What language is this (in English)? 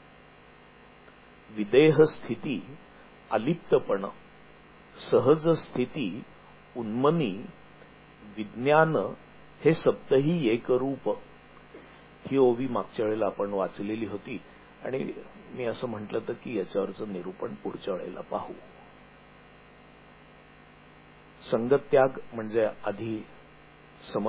Marathi